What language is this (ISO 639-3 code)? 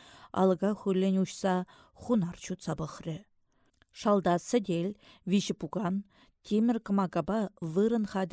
chv